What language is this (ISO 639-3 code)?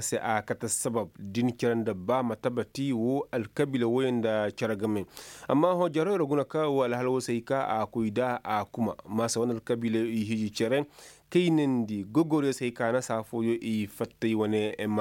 ses